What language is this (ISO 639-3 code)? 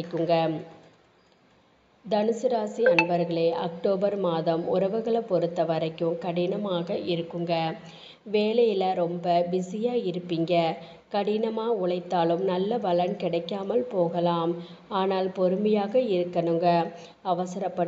tam